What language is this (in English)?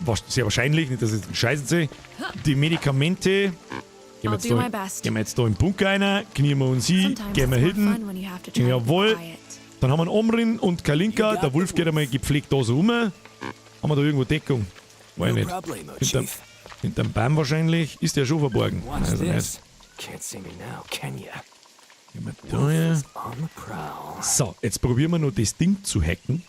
Bavarian